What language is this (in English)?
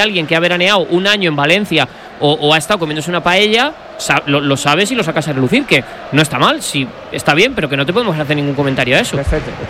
Spanish